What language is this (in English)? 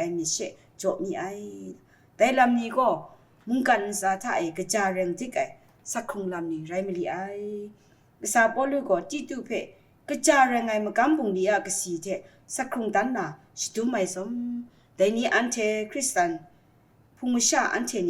Kachin